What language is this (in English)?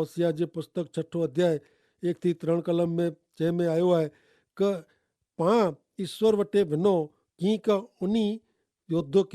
Kachhi